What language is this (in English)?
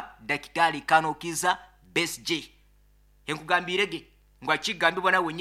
Nyankole